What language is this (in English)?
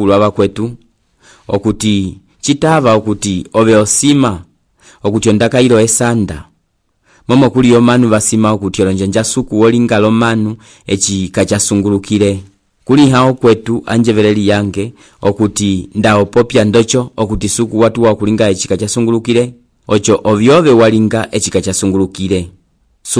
Umbundu